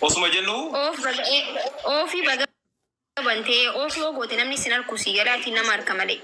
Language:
Oromo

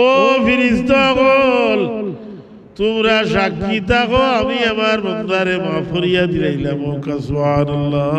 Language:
Sylheti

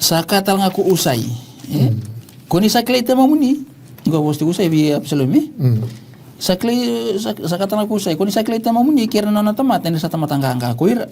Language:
Fijian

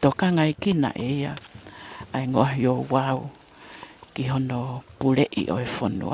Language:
Tongan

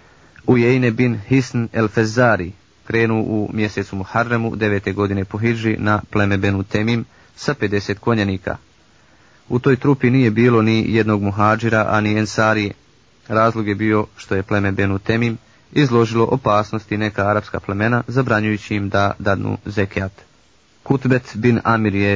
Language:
Bosnian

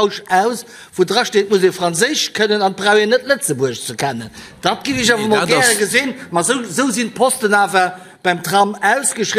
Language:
Luxembourgish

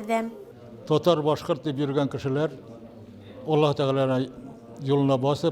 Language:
Bashkir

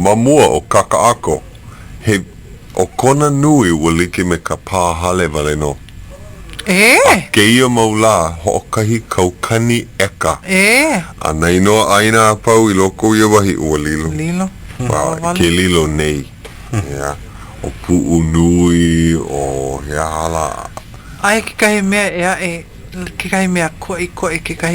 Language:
Hawaiian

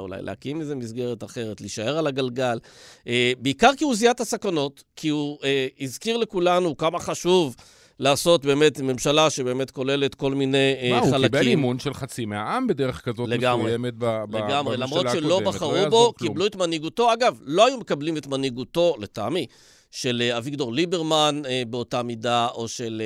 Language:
Hebrew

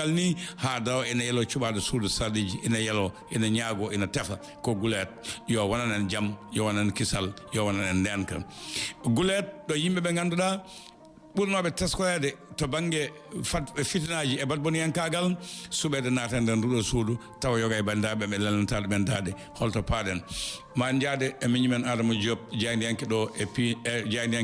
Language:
Fula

